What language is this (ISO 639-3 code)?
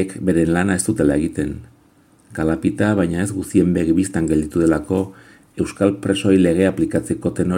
eus